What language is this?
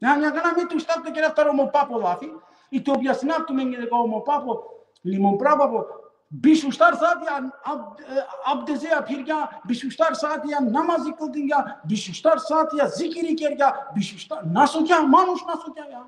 Balkan Romani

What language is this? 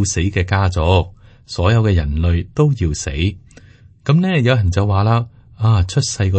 Cantonese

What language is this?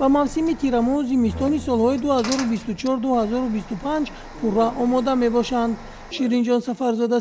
Tajik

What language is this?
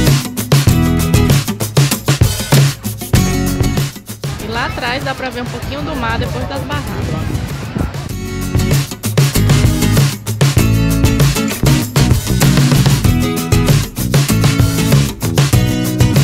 Portuguese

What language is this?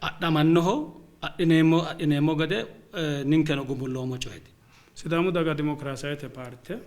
Sidamo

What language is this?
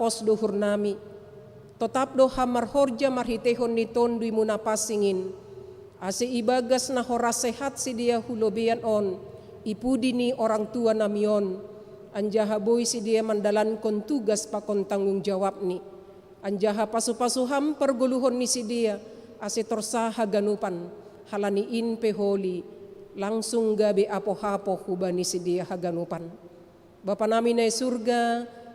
Batak Simalungun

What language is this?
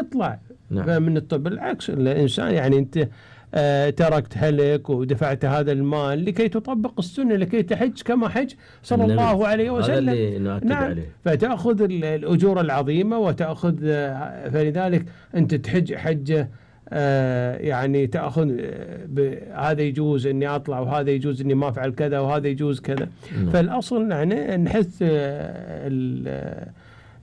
Gulf Arabic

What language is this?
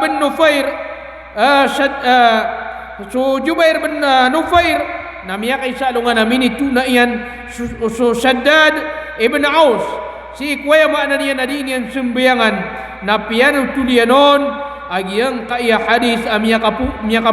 Maranao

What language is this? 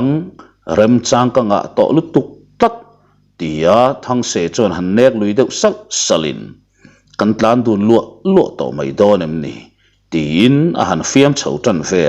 Mizo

